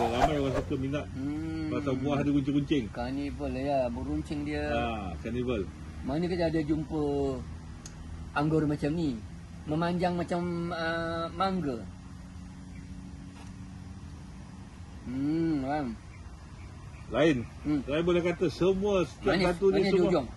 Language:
Malay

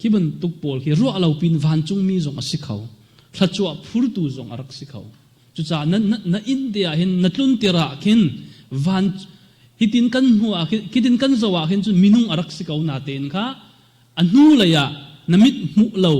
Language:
Hakha Chin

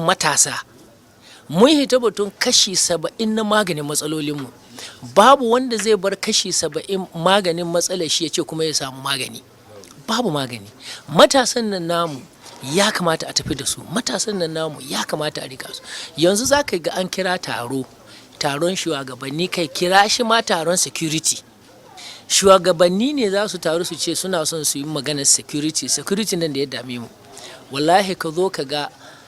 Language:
Hausa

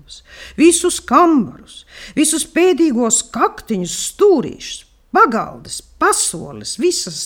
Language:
Latvian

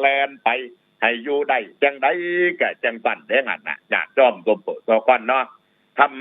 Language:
Northeastern Thai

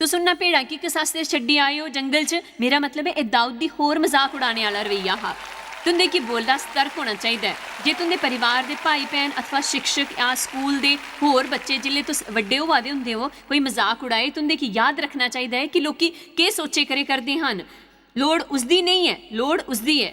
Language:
Dogri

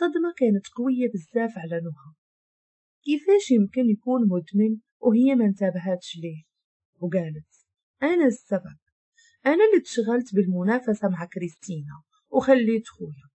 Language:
Moroccan Arabic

